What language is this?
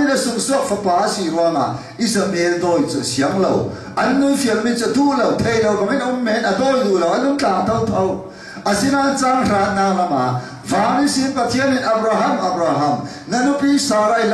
Falam Chin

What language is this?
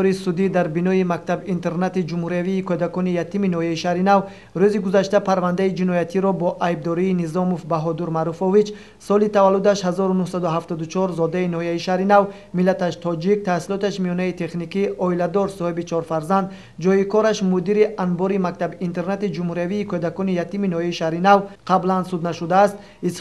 Tajik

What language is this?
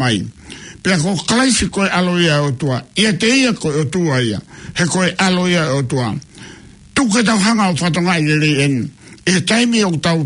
Tongan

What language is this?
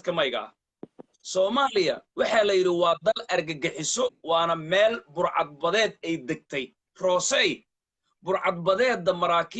Somali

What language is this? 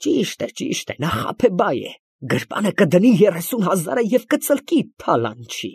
Armenian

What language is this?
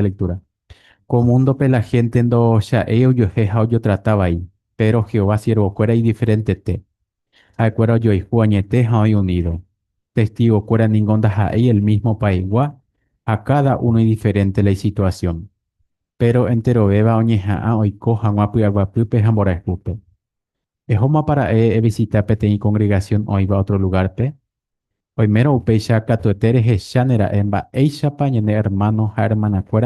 Guarani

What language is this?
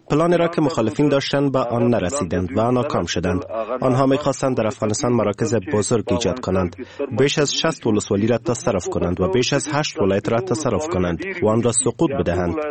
Persian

